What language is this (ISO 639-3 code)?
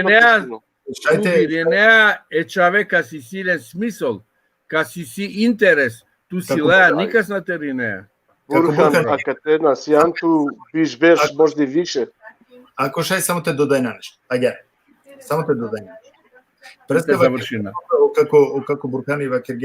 rmn